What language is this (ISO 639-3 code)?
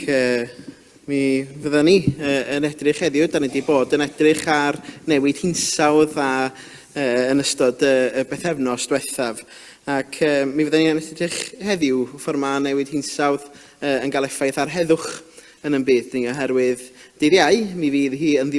cym